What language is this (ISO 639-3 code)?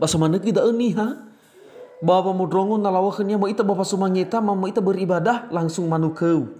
nia